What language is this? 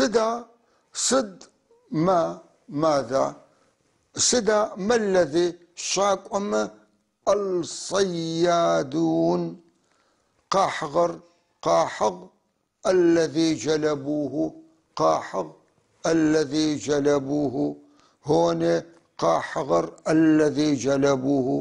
North Levantine Arabic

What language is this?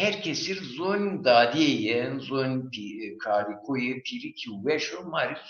Zaza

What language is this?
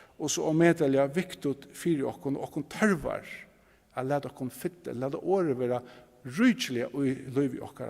Faroese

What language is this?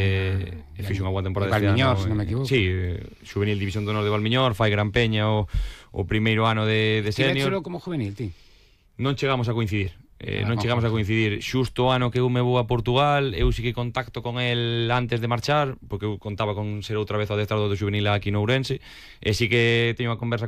Galician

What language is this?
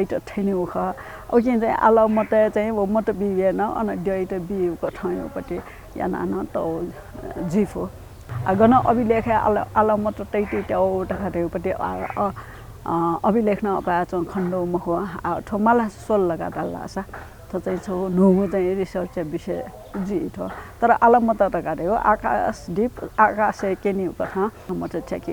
Newari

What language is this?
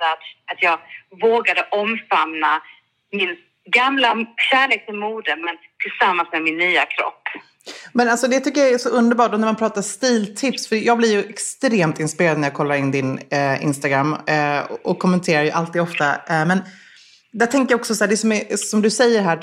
Swedish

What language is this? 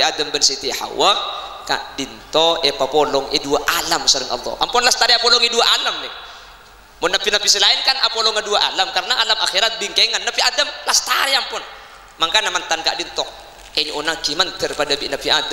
Madurese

